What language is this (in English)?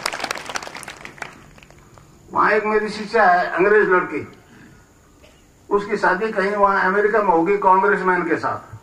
Hindi